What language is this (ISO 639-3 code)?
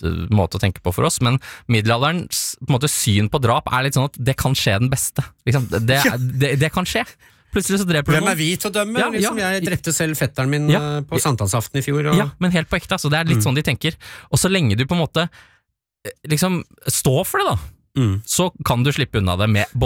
nor